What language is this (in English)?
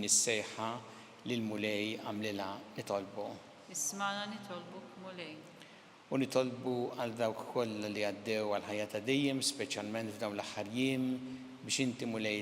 Maltese